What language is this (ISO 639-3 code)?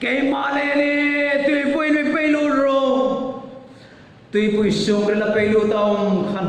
hmr